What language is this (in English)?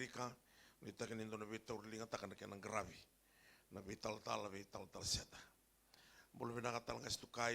Fijian